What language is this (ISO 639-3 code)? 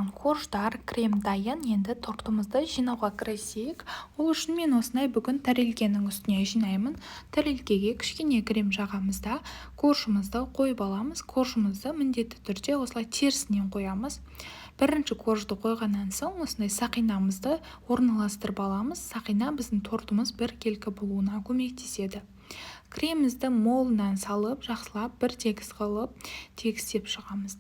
kaz